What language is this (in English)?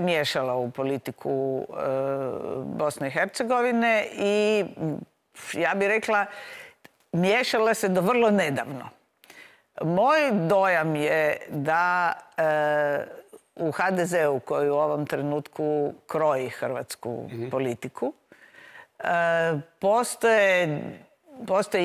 Croatian